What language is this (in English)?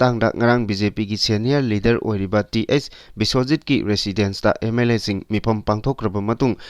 Manipuri